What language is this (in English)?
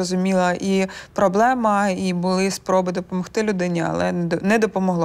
Ukrainian